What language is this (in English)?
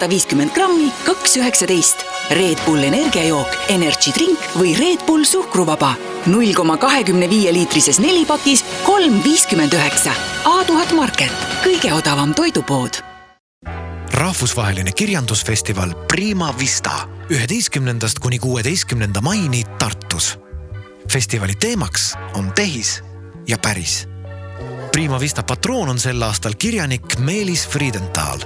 Estonian